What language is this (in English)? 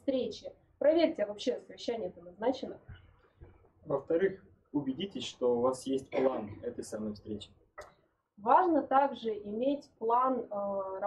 Russian